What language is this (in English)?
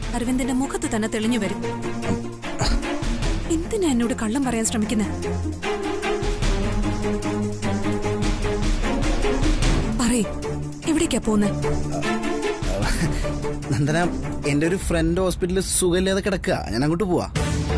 Malayalam